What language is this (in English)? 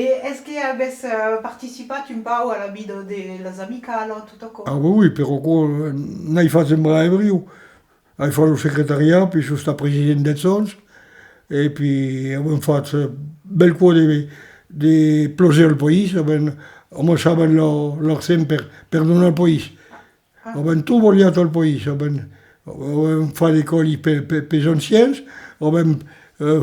Occitan